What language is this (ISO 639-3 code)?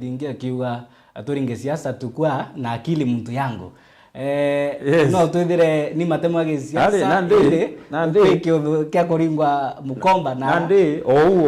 mer